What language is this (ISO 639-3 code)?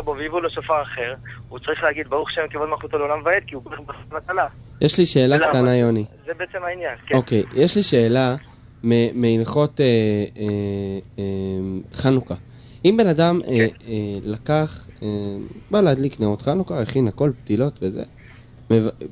heb